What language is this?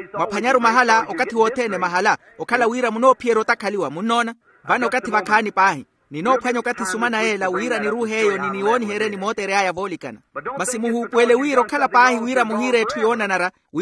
Makhuwa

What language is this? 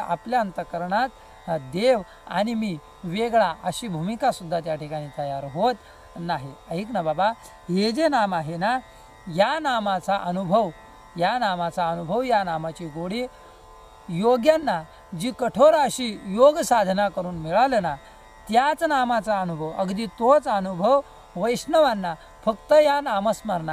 Marathi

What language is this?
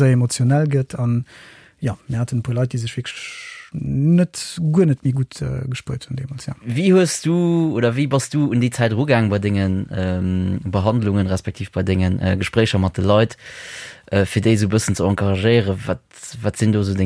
Luxembourgish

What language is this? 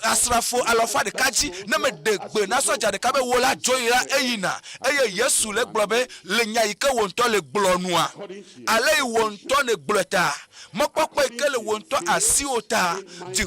Ewe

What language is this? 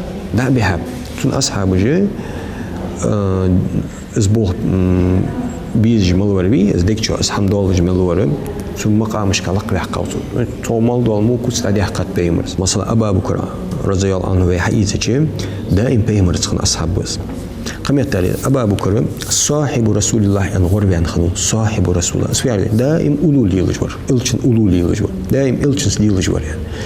Ingush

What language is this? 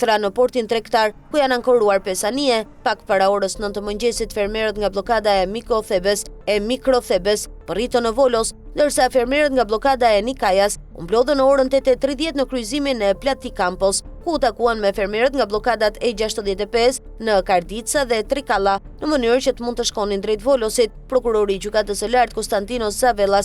Albanian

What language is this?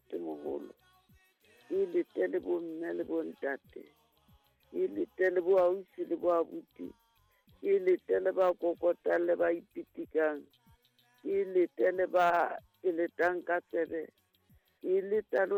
Southern Sotho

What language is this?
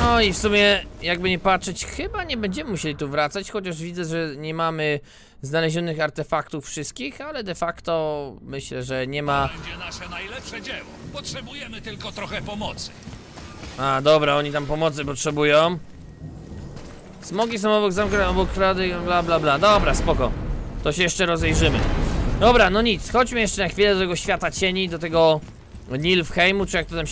Polish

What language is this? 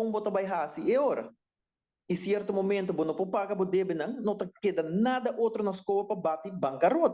Papiamento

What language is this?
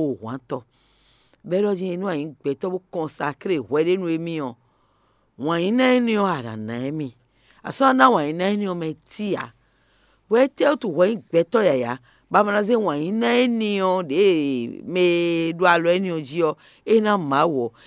Fon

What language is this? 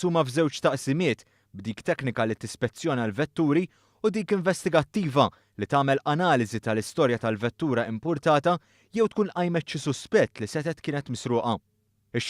Maltese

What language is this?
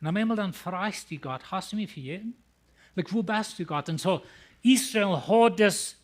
Plautdietsch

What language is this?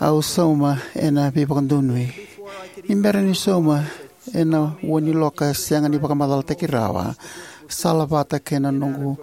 Fijian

